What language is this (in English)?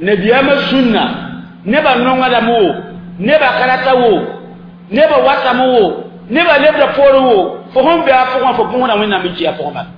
Mossi